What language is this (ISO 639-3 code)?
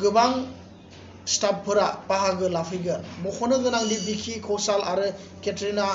brx